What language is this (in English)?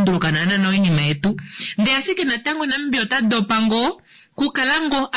Kuanyama